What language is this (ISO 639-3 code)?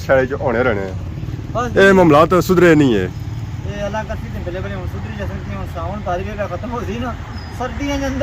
phr